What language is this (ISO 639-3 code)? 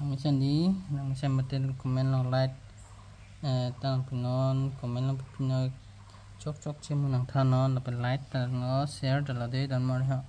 mjw